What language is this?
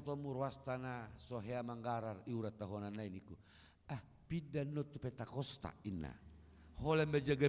Batak Toba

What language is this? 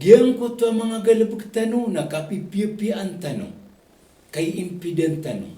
Maranao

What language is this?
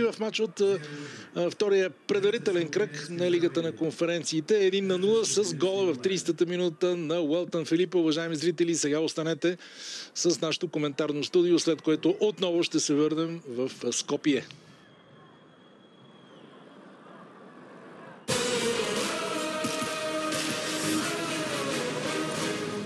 Bulgarian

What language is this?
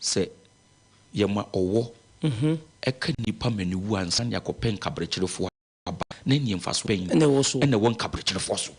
Akan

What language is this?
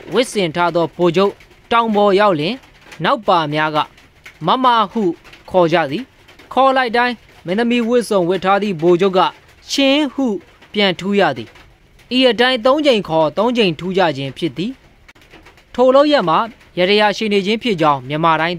Burmese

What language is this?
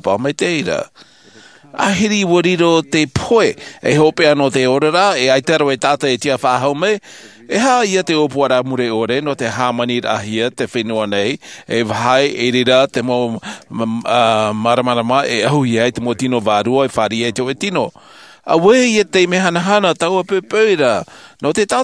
Tahitian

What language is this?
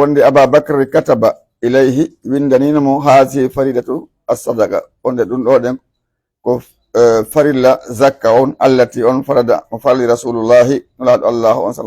Pular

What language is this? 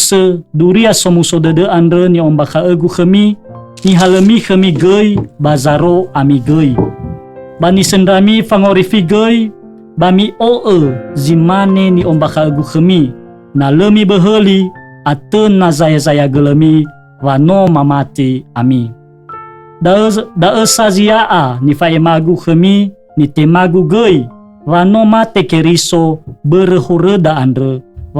Nias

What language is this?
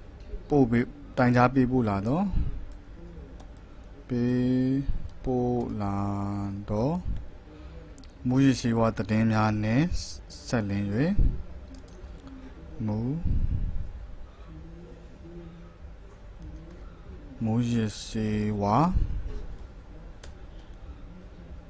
Burmese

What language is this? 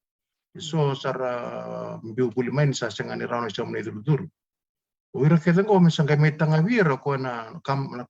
Fijian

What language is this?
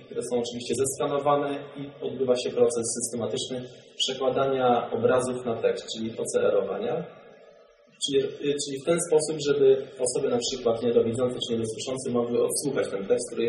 Polish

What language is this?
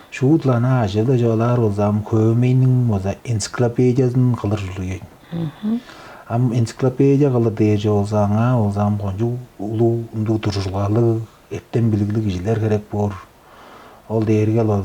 Tuvinian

